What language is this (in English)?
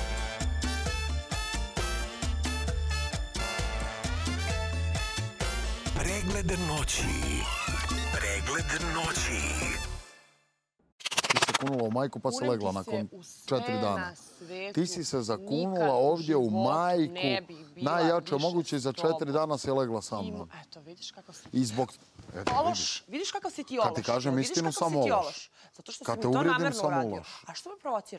Serbian